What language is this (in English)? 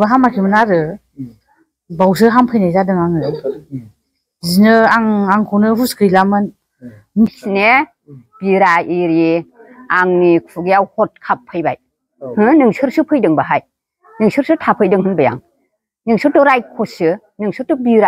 Bodo